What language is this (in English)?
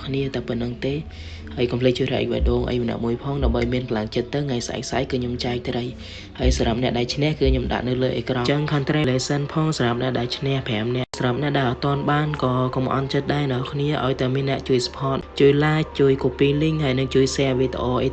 Khmer